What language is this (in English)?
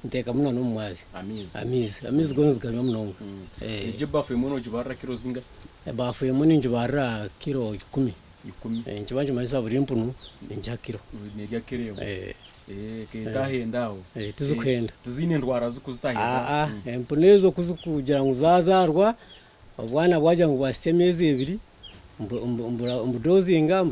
Nyankole